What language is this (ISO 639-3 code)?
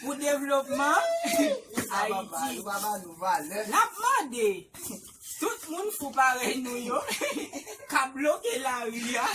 hat